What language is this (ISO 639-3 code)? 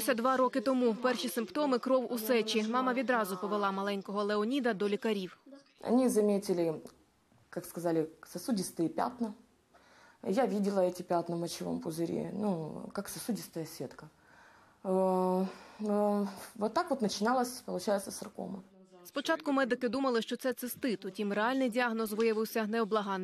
ukr